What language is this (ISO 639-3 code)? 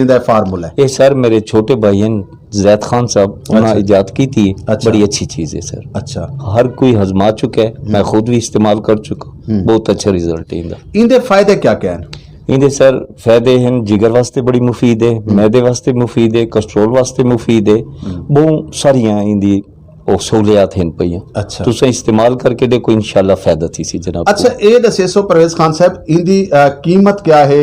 skr